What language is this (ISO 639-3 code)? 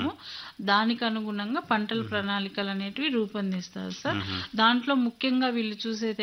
tel